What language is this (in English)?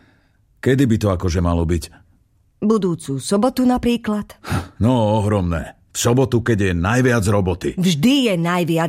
Slovak